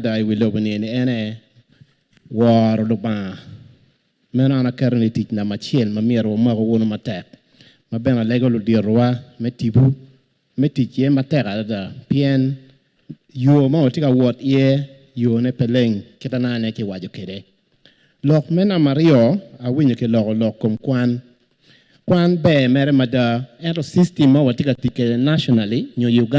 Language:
Acoli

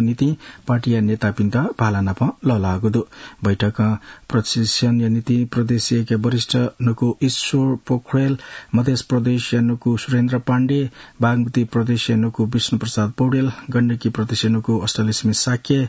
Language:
Newari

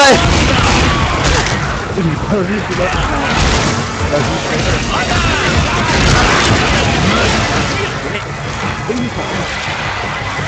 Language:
French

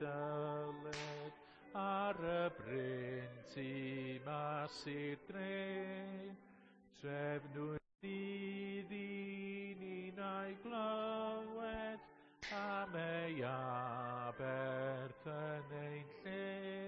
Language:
Welsh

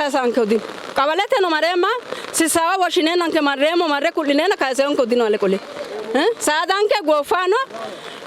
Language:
Sidamo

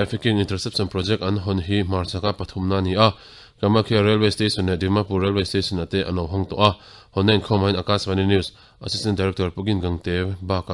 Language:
Mizo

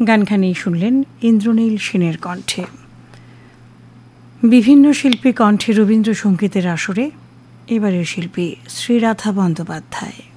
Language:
Bangla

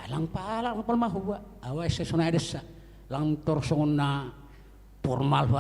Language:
Batak Simalungun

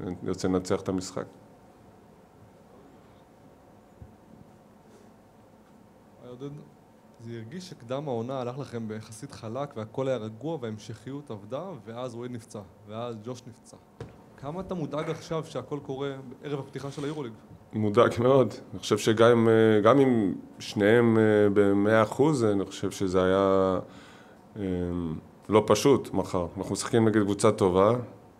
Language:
Hebrew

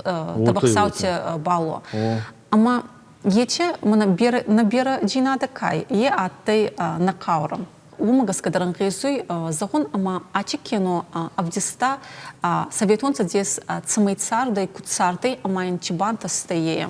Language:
Ossetic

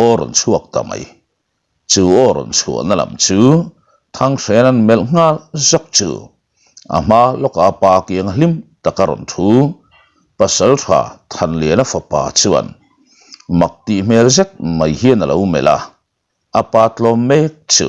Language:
Mizo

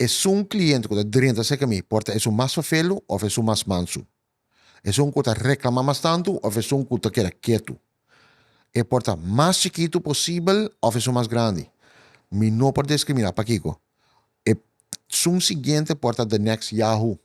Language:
Papiamento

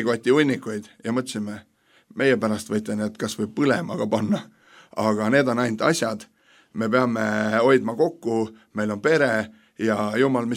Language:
Estonian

